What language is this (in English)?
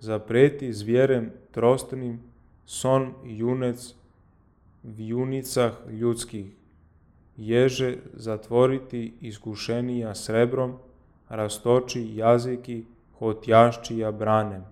Church Slavic